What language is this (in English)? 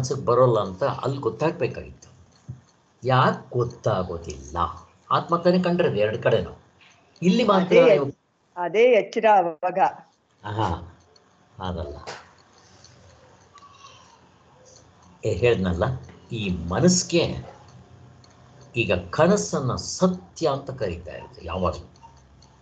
Kannada